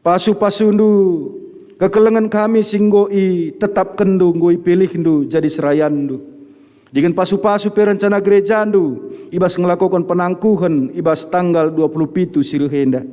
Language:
Batak Karo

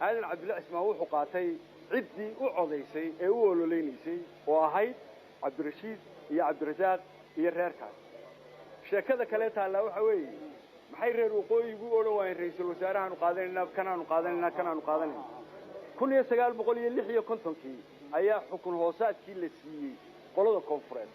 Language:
Somali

